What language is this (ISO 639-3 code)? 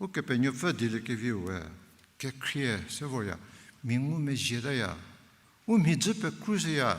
njm